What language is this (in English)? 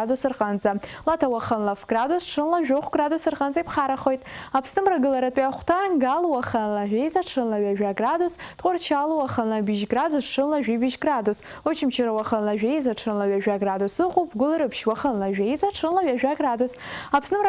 Abkhazian